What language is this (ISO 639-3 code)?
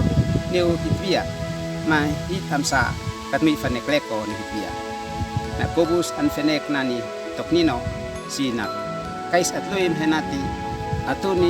aoz